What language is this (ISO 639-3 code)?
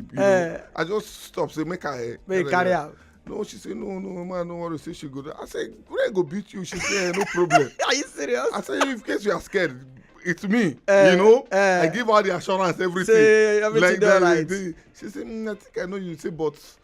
pcm